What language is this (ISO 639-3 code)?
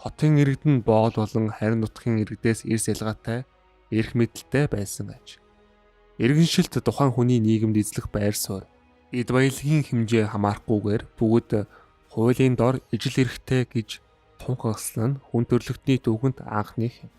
mon